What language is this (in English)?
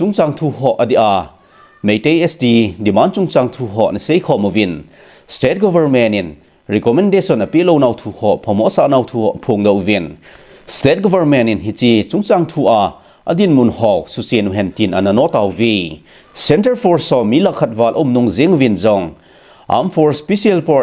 Thado Chin